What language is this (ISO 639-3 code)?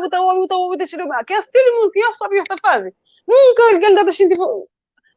kea